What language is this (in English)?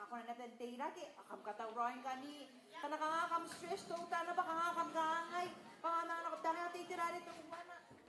Gilbertese